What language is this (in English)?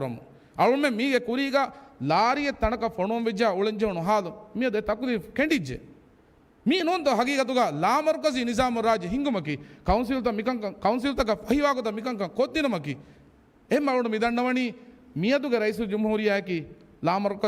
Divehi